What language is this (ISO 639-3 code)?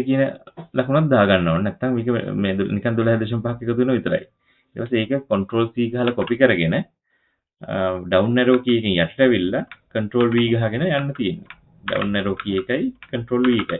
sin